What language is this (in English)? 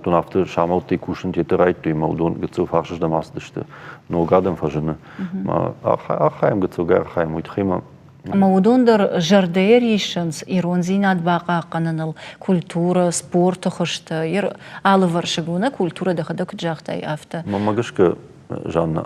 Ossetic